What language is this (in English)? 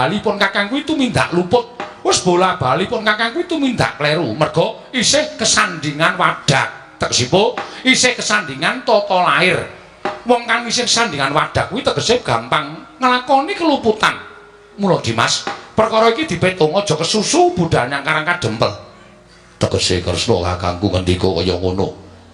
Javanese